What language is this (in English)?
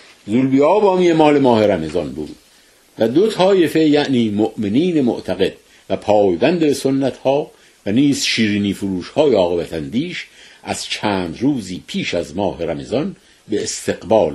Persian